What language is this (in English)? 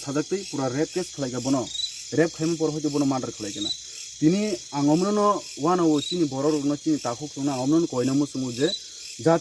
Kok Borok